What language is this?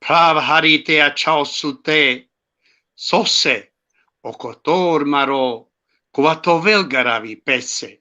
Balkan Romani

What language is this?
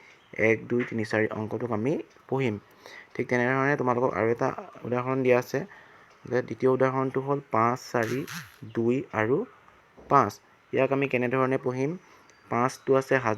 Assamese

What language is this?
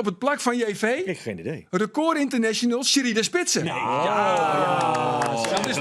Western Frisian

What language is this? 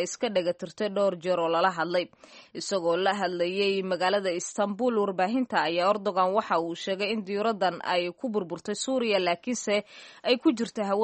Somali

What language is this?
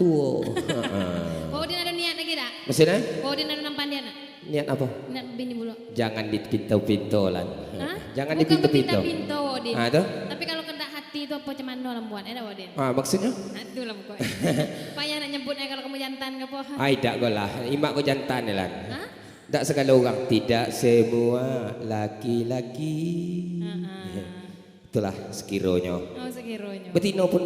Minangkabau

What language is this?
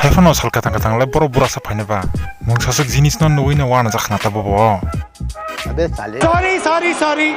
Kok Borok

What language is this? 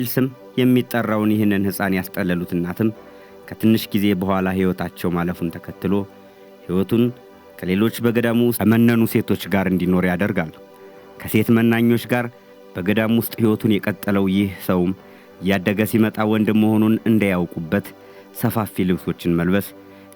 Amharic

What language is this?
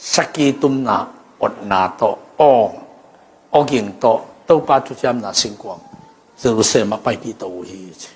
Tedim Chin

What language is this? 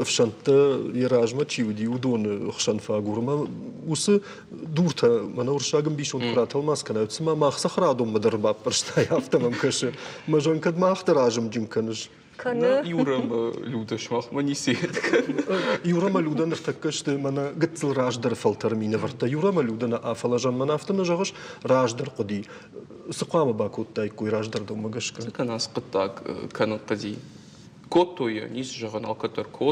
Ossetic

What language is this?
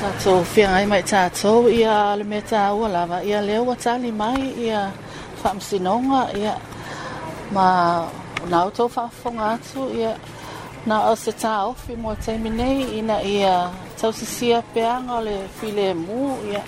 Samoan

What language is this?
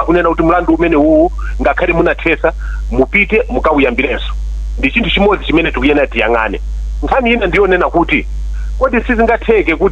Nyanja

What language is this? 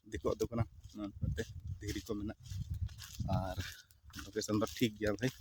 Santali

